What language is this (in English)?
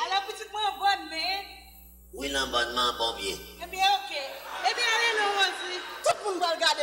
Haitian Creole